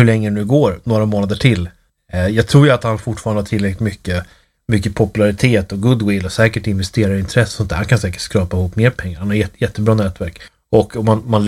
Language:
Swedish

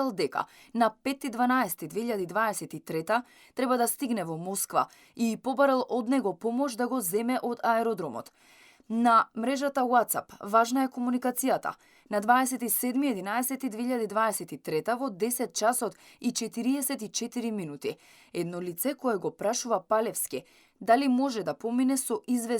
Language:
Macedonian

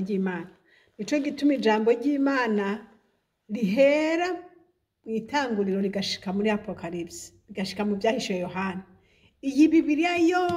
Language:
Rundi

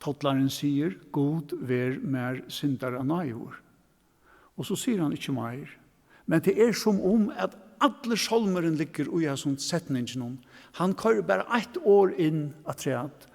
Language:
Faroese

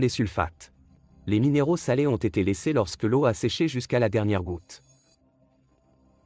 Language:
French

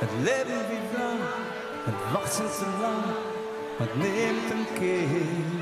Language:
Western Frisian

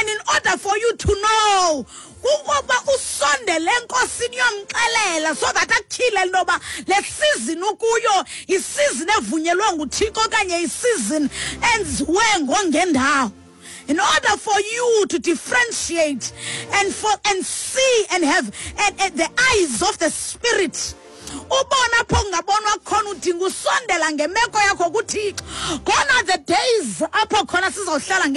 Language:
Xhosa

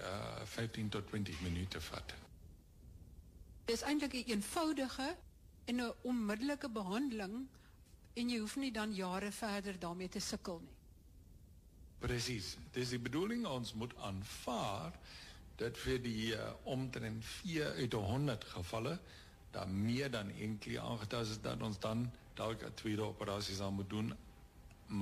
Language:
Afrikaans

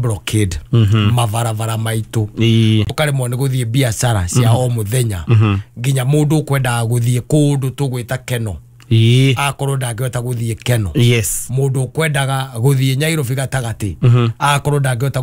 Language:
Kikuyu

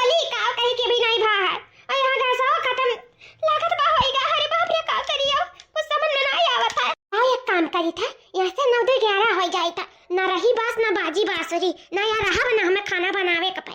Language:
Awadhi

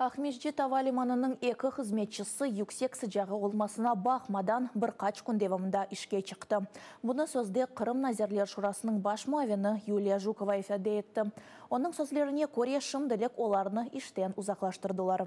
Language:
Crimean Tatar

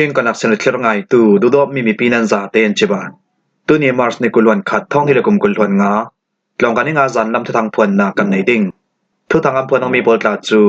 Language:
Falam Chin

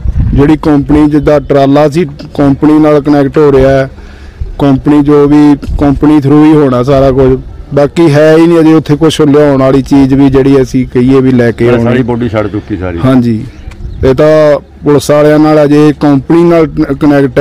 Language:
Punjabi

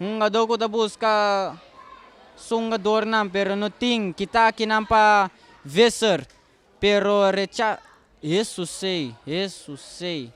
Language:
Papiamento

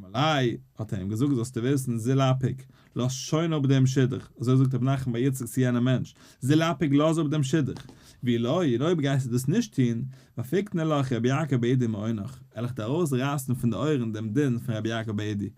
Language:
Yiddish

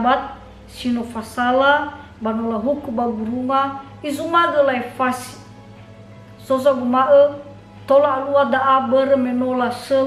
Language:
Nias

